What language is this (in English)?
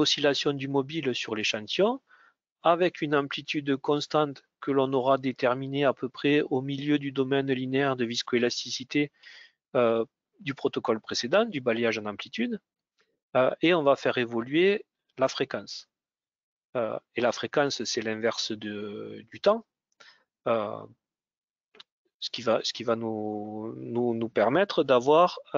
French